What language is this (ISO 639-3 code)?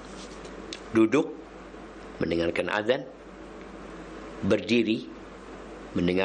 ind